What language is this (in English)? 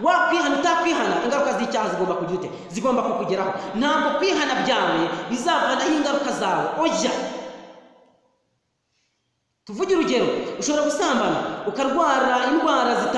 Kinyarwanda